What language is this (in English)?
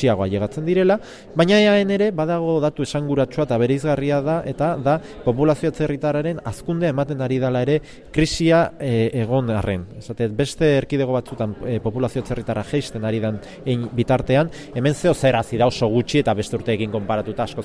Basque